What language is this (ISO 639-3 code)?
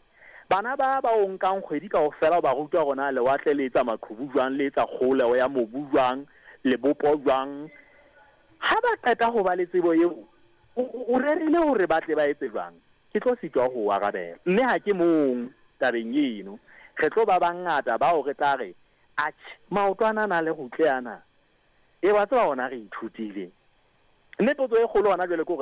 sot